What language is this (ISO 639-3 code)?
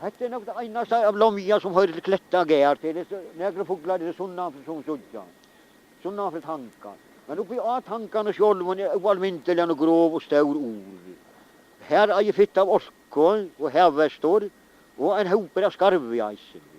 fao